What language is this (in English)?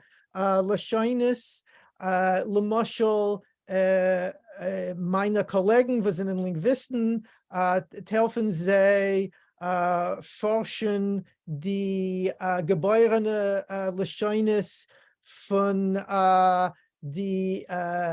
Yiddish